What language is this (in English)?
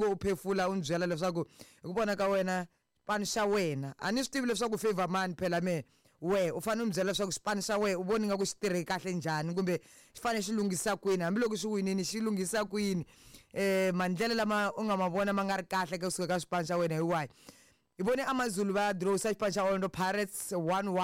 Tsonga